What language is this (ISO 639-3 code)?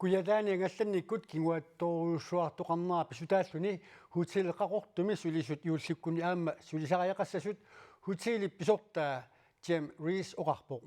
kal